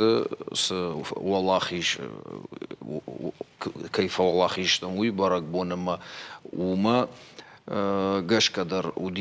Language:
Ossetic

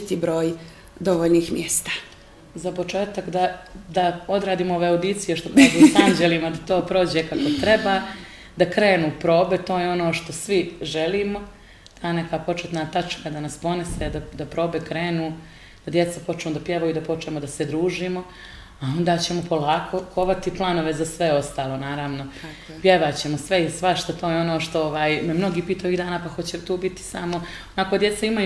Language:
Bosnian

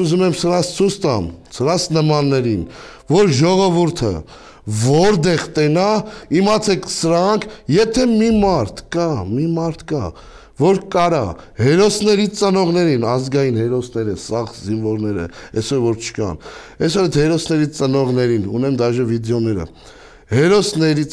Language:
Armenian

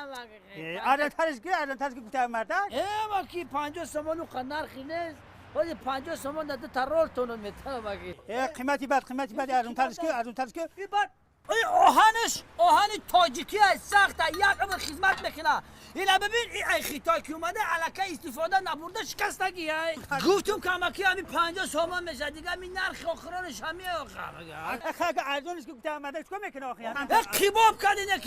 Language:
Tajik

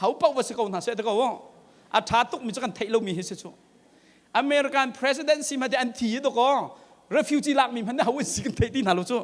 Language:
Hakha Chin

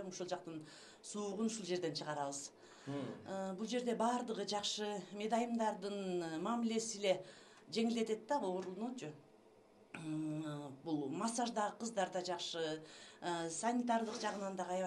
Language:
Kyrgyz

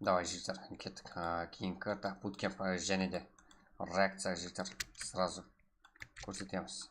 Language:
Kara-Kalpak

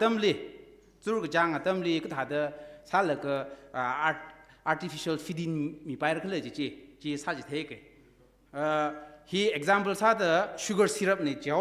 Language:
Tangkhul Naga (India)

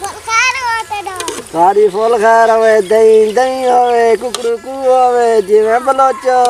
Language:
Saraiki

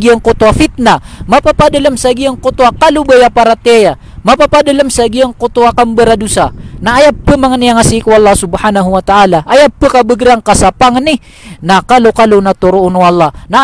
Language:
Maranao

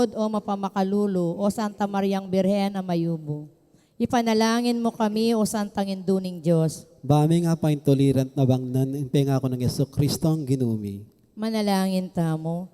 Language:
Pampanga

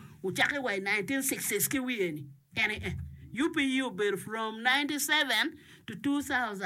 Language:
Acoli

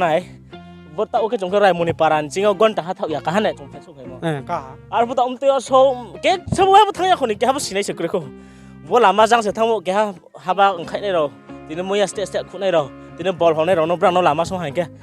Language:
Riang (India)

